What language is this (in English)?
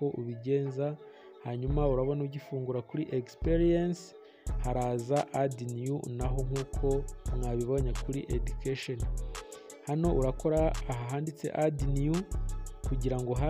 Kinyarwanda